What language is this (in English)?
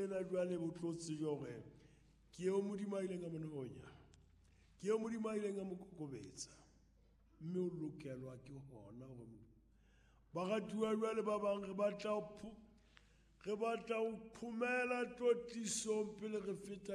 Southern Sotho